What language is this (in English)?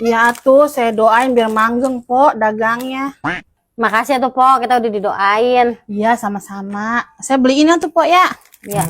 Betawi